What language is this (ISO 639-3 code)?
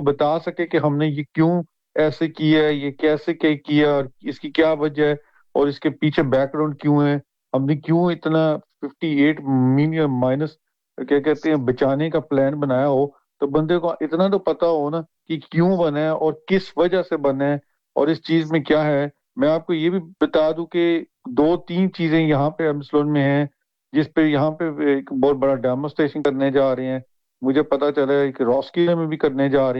urd